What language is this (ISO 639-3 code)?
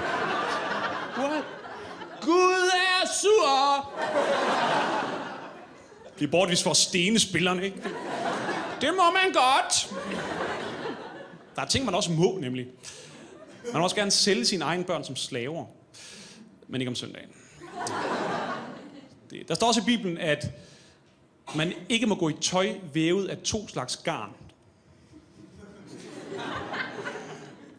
dan